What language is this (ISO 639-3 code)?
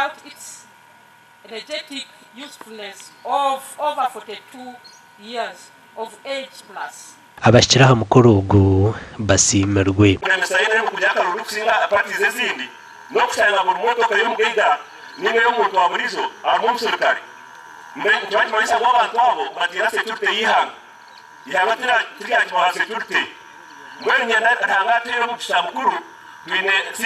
nyn